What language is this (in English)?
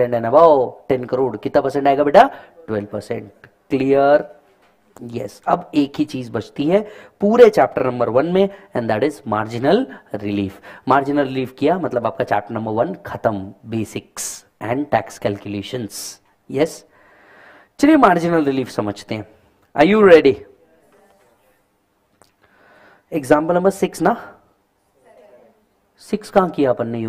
Hindi